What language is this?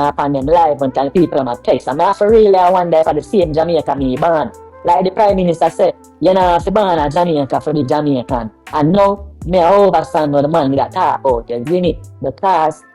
Jamaican Creole English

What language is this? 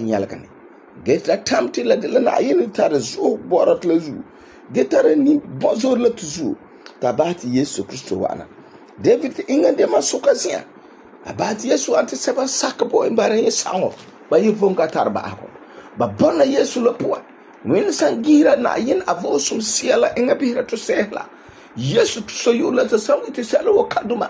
Frafra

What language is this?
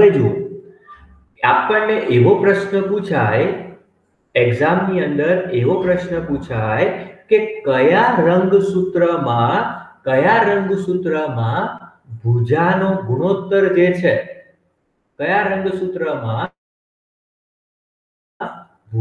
Gujarati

